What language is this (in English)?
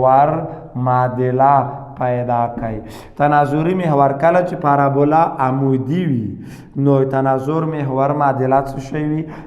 Pashto